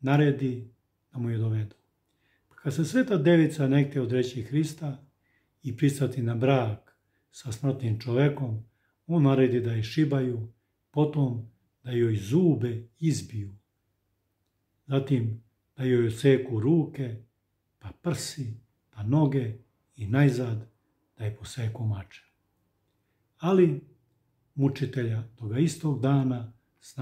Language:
Serbian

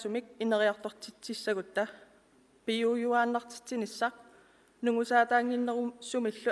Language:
Kalaallisut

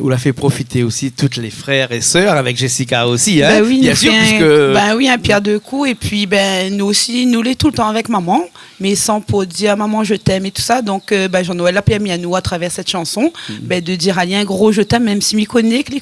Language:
Réunion Creole French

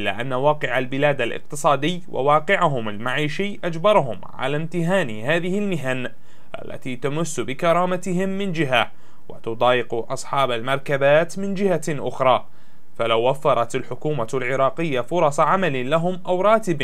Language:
Arabic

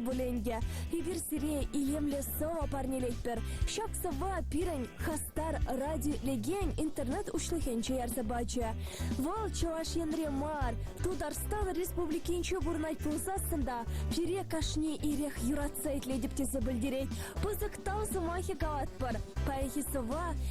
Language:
Chuvash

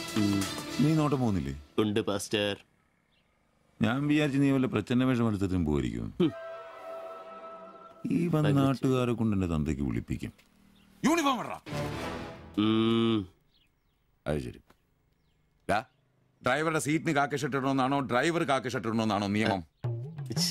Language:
Malayalam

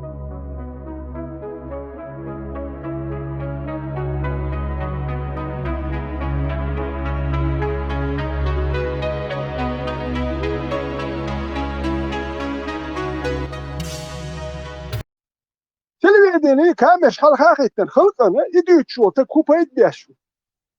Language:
Chechen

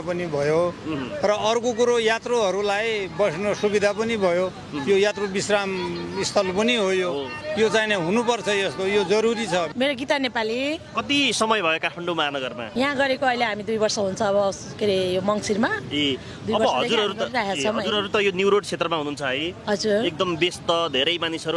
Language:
Nepali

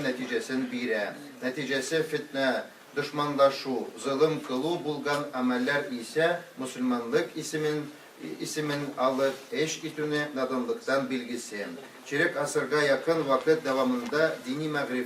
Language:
Tatar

